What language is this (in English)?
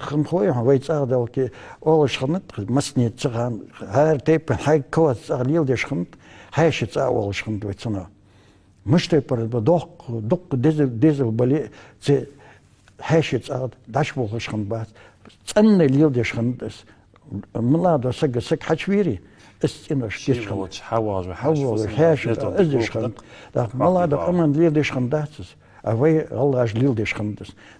Ingush